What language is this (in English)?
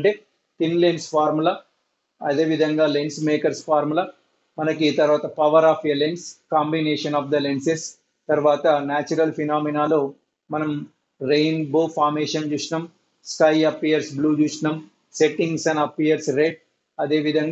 Telugu